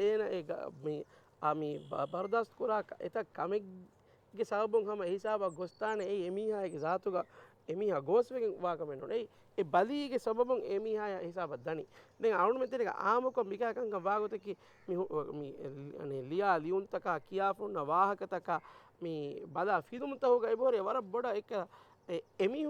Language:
Divehi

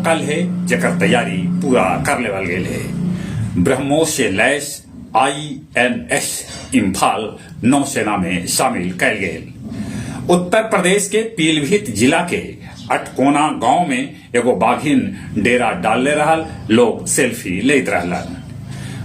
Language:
Magahi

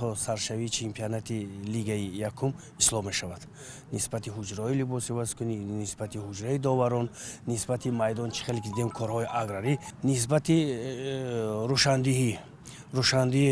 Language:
Tajik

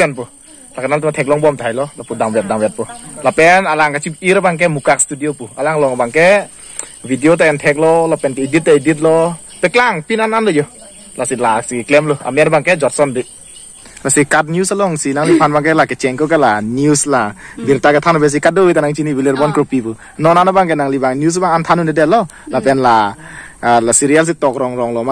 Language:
Karbi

